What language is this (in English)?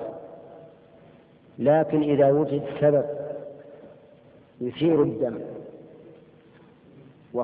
Arabic